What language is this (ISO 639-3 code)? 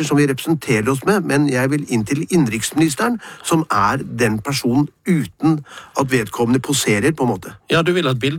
nor